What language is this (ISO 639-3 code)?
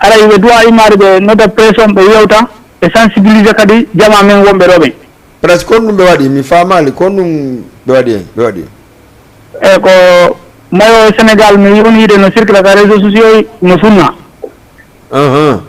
ful